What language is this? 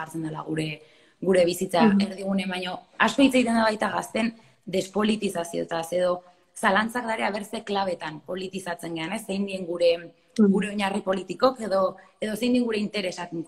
Basque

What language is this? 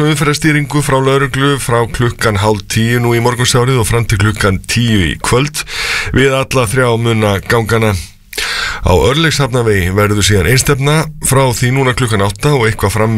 Icelandic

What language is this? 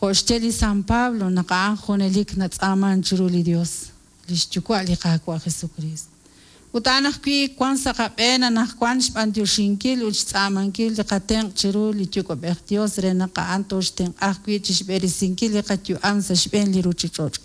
Kekchí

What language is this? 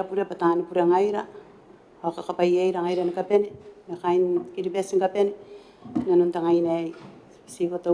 Gilbertese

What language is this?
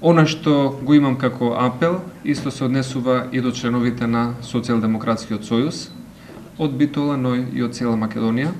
Macedonian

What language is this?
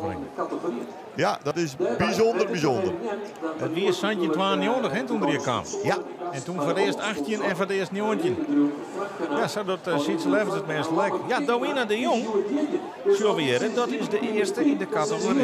Western Frisian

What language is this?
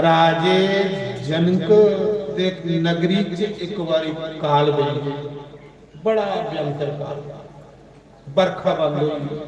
Dogri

